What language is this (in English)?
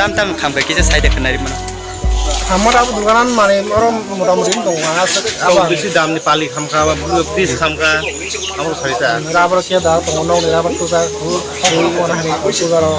Kok Borok